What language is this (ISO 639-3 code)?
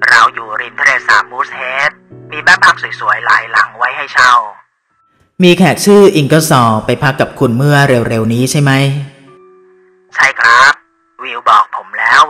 tha